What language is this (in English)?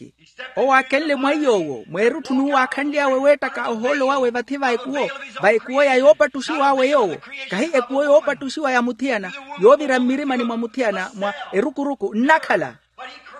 Makhuwa